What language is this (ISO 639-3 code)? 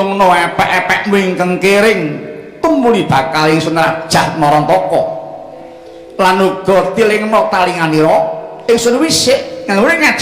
jav